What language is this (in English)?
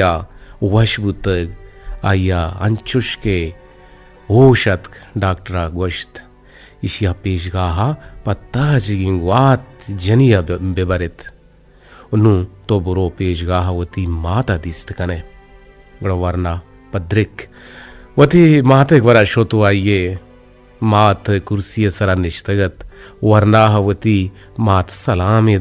Eastern Balochi